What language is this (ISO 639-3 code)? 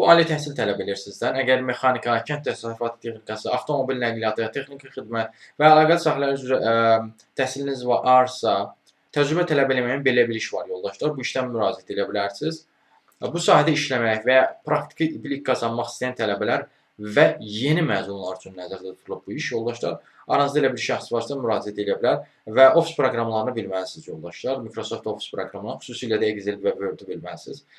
aze